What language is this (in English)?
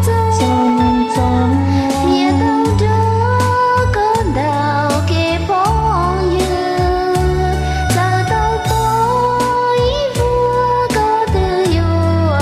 Hmong